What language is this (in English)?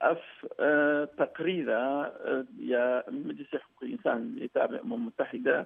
Kurdish